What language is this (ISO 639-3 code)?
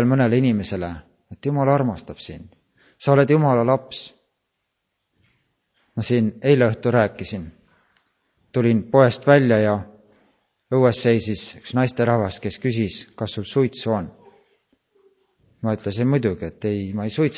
est